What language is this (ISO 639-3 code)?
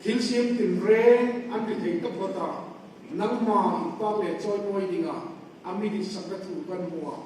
hmr